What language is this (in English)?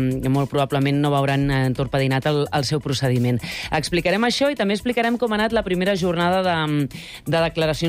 Catalan